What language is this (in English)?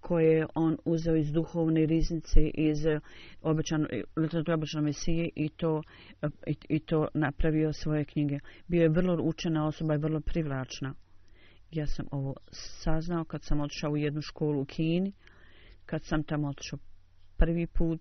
Bosnian